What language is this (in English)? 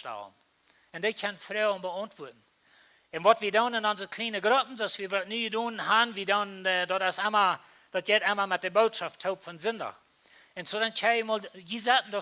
Plautdietsch